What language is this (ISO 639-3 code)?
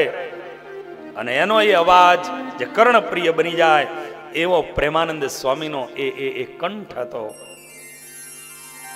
guj